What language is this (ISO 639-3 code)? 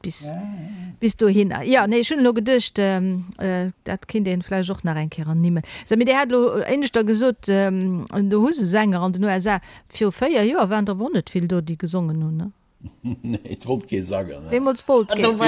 ltz